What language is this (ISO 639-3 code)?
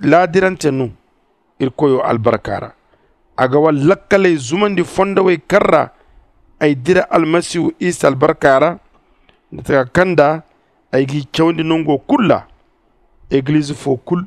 dje